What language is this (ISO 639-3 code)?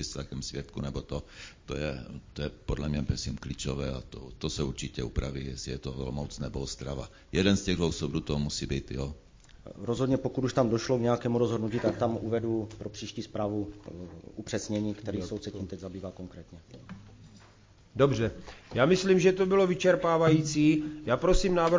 ces